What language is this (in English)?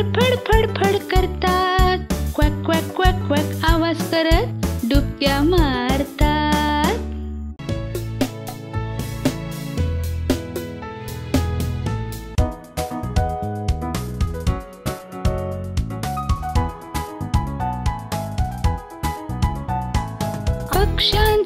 Marathi